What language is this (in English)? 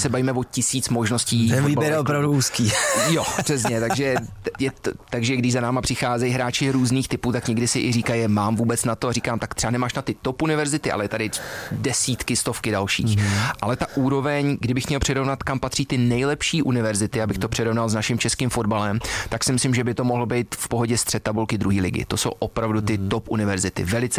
Czech